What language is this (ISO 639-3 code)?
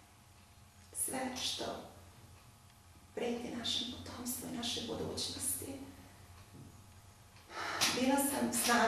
srp